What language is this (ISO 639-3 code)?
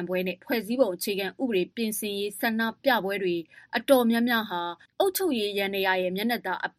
mya